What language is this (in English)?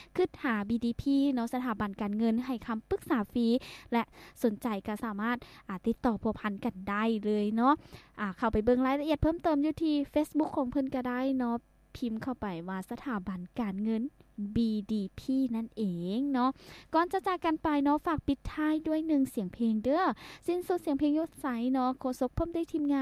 Lao